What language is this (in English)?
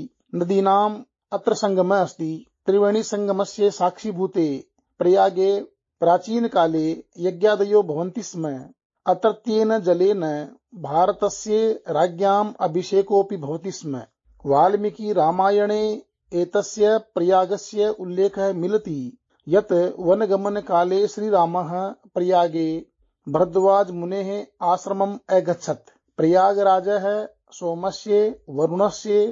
Sanskrit